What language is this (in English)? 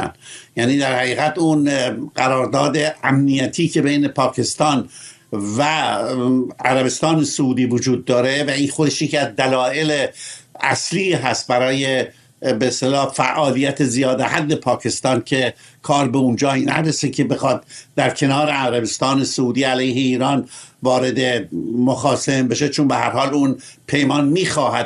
Persian